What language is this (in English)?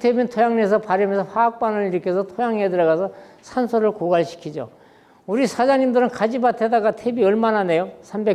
Korean